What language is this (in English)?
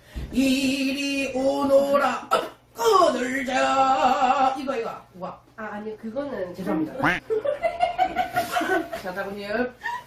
Korean